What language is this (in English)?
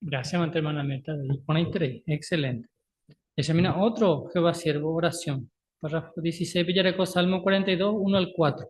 Guarani